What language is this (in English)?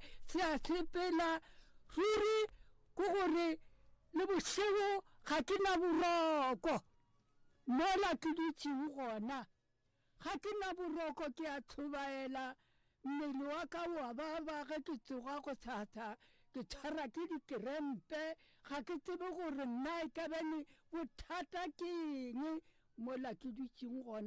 Northern Sotho